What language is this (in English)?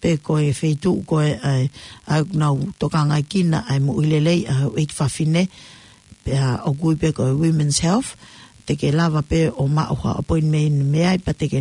Tongan